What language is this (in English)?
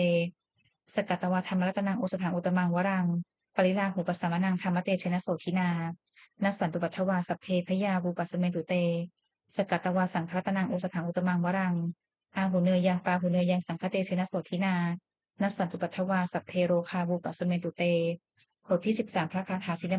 Pali